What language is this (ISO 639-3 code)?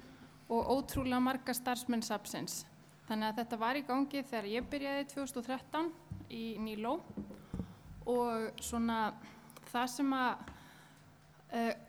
isl